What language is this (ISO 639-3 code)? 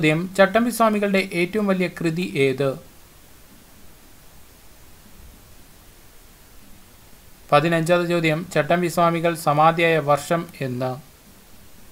mal